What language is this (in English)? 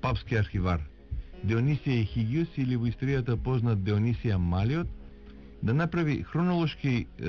Macedonian